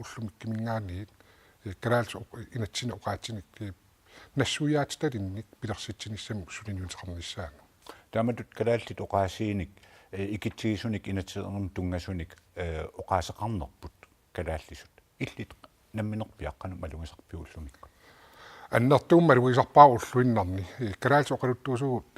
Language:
Kalaallisut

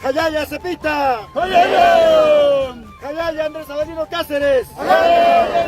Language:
Aymara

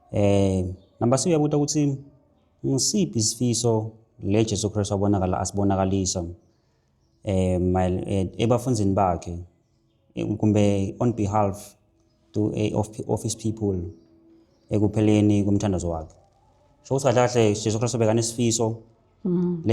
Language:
Zulu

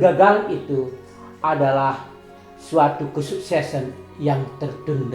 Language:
Batak Karo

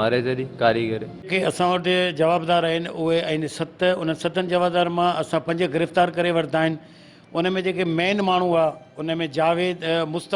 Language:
Sindhi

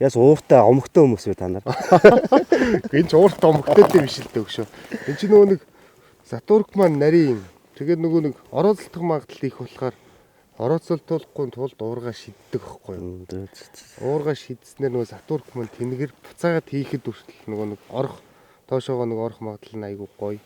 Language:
Mongolian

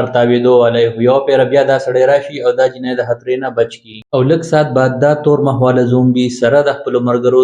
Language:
Pashto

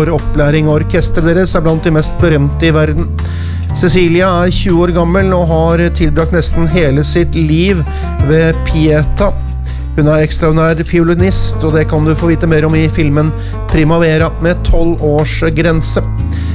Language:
Norwegian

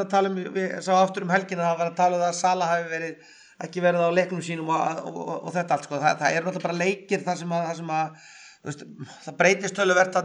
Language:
Icelandic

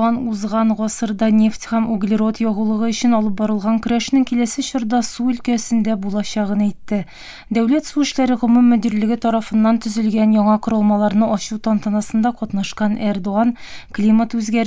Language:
Tatar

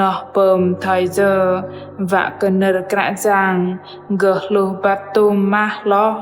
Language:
Bahnar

